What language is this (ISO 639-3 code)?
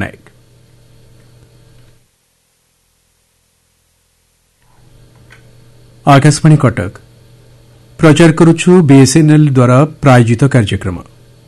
ori